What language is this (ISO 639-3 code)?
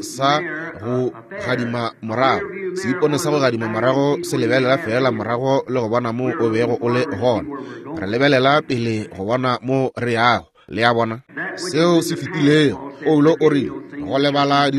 nso